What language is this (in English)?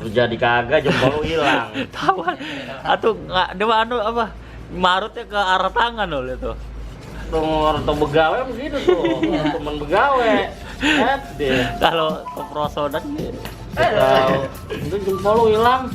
Betawi